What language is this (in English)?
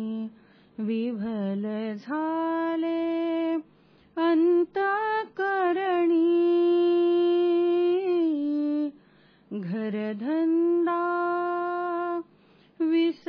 Marathi